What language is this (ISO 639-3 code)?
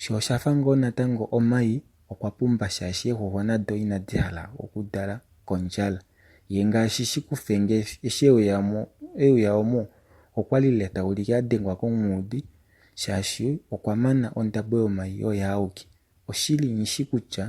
kua